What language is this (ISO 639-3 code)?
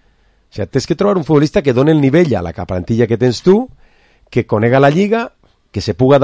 cat